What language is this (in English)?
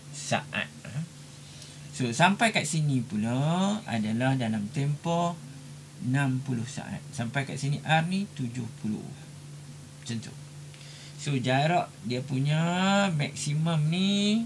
Malay